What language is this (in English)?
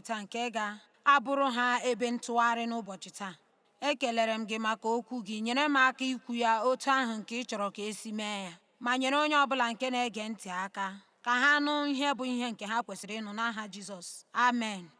Igbo